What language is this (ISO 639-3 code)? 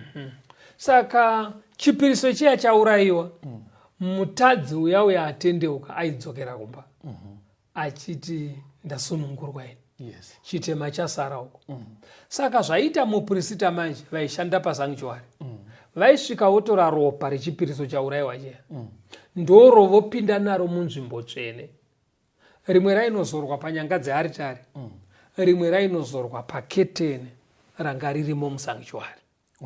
sna